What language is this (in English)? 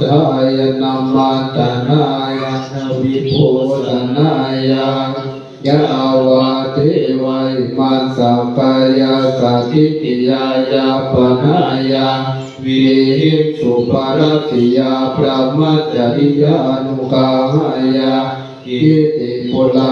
Pali